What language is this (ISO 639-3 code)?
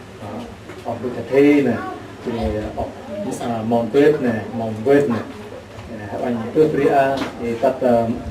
cmo